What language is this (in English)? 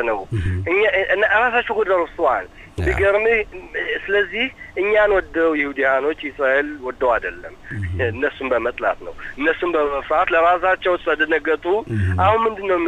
Amharic